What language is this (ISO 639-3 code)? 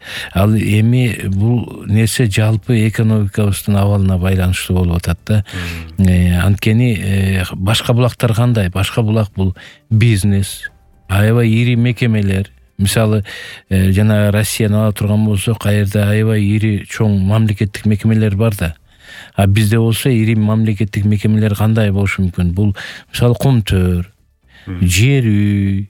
kir